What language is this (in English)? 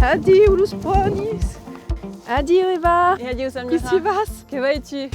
Occitan